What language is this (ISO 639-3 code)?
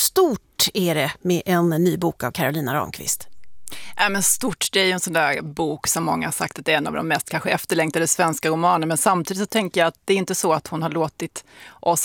swe